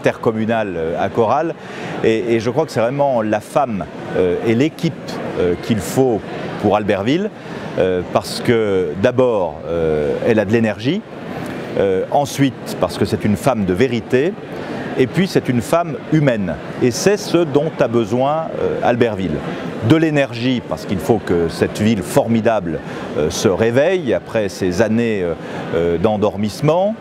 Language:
French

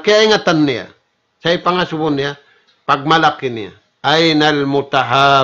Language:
Tausug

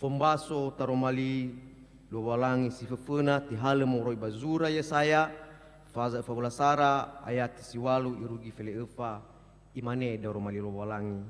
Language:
Nias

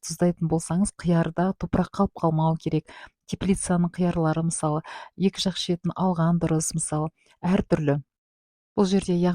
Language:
Kazakh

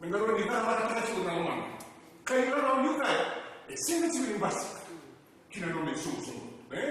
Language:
Fijian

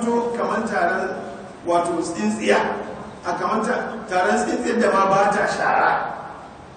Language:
Hausa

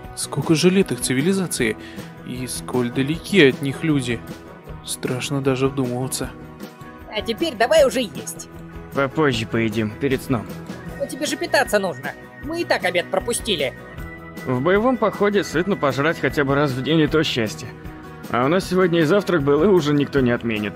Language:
Russian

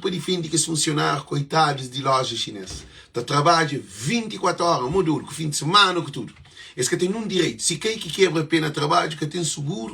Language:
Kabuverdianu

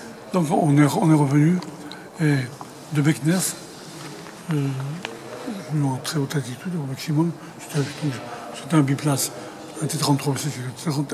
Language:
French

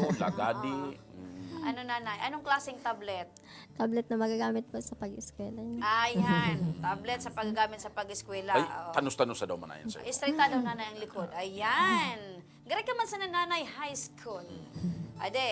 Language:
Bikol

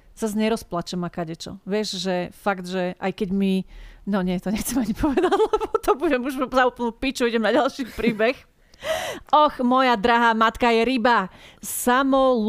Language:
Slovak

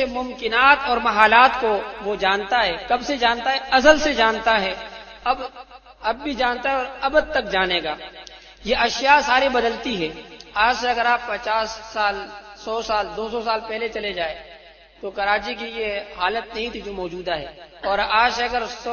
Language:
Urdu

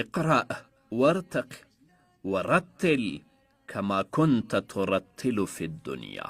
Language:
Pashto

